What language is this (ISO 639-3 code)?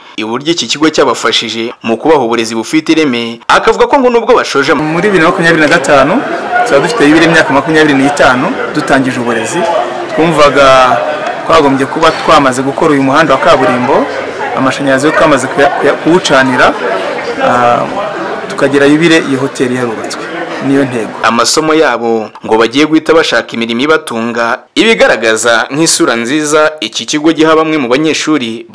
kin